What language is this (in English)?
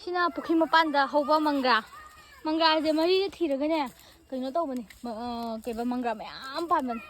Manipuri